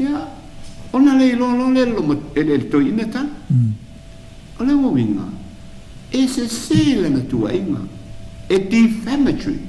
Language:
Samoan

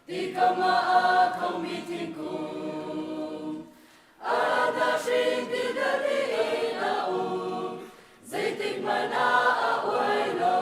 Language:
Hakha Chin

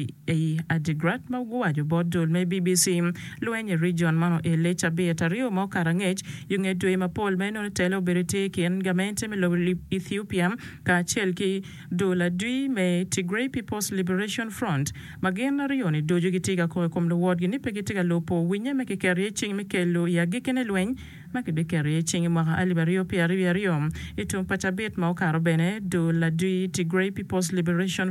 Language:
Acoli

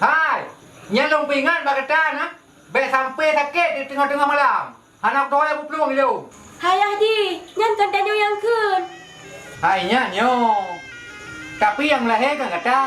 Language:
Achinese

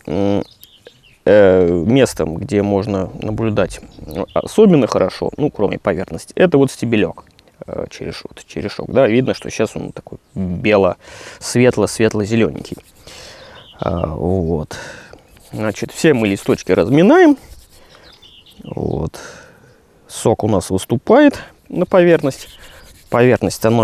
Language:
Russian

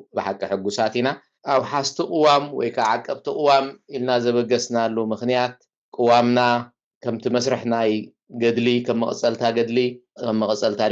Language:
Tigrinya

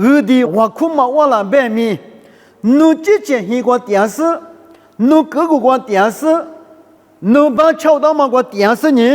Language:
Lisu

